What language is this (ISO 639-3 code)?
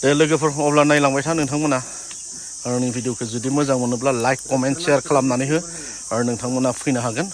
brx